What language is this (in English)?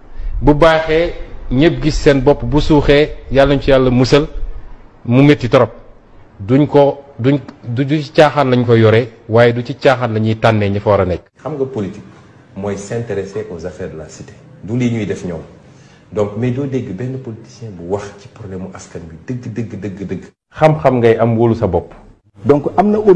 Wolof